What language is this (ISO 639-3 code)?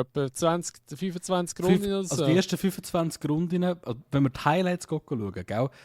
gsw